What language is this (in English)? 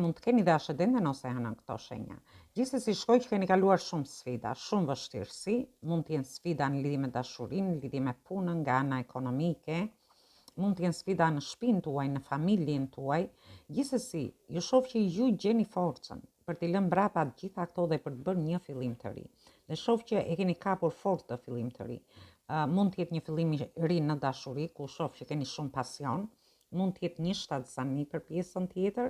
Albanian